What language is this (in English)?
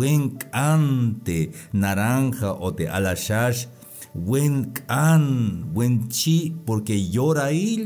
Tzeltal